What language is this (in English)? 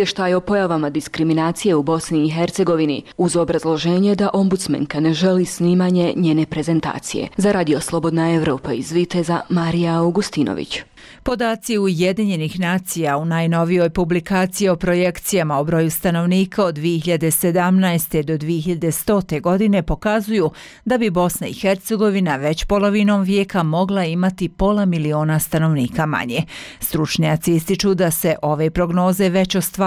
Bosnian